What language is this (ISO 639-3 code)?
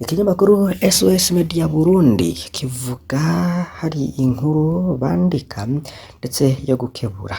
run